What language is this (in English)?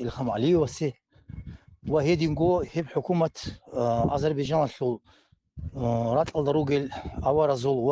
Avaric